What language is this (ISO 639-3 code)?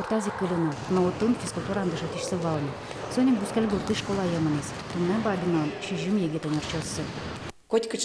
udm